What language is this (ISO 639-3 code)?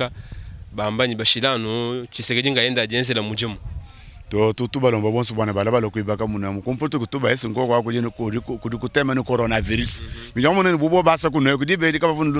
lua